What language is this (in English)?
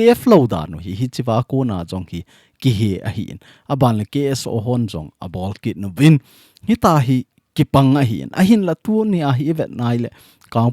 Thado Chin